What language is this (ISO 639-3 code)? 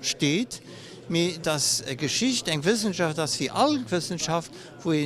ltz